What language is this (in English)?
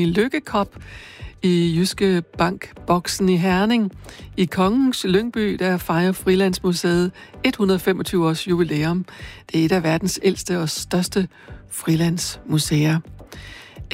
Danish